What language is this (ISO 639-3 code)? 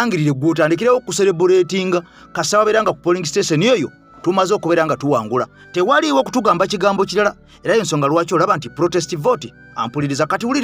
lug